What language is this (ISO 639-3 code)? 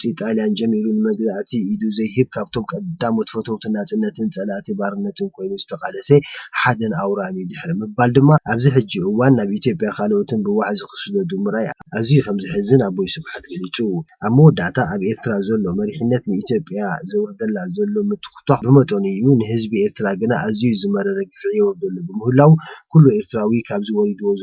tir